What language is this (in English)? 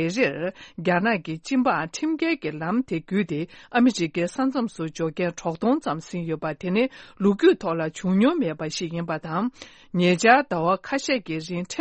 Tibetan